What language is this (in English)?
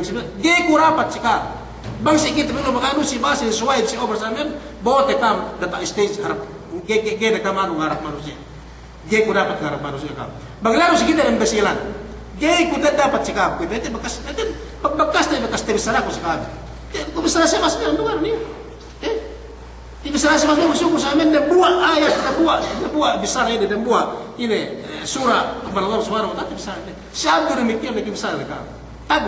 Yakan